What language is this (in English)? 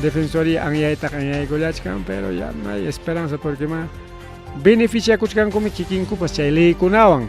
Ayacucho Quechua